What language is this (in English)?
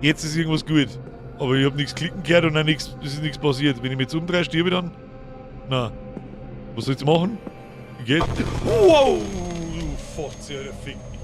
Bavarian